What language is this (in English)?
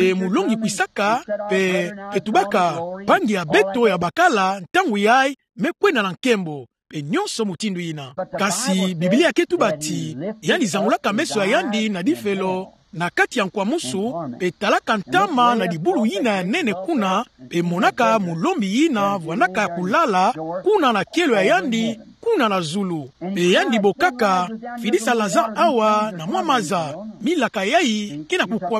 Kituba (Democratic Republic of Congo)